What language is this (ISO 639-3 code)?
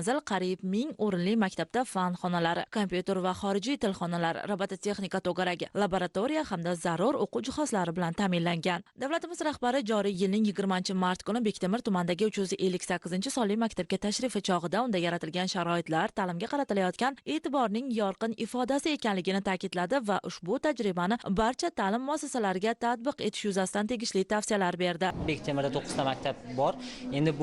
uzb